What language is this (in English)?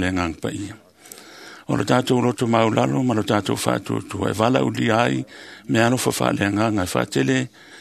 Samoan